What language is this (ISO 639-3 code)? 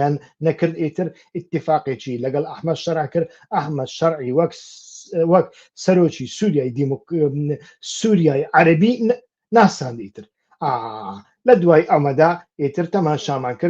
ckb